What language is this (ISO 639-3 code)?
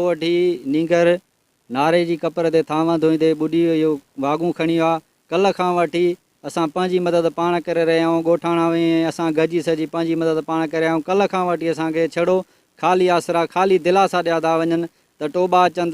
snd